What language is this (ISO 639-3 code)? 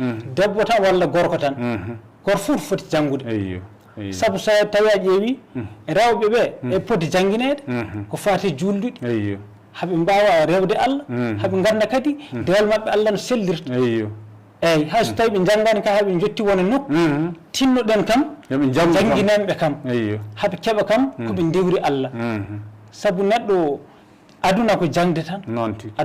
ful